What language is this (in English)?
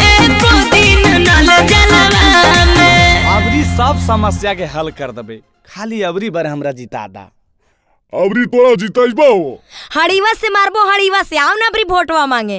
Magahi